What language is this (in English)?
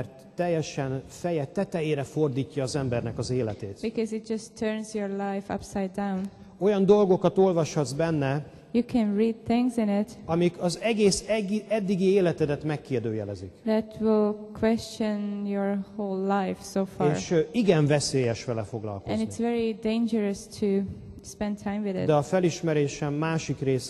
Hungarian